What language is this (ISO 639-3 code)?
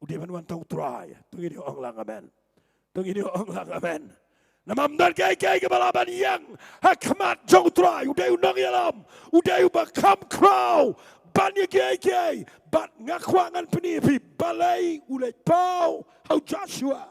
kha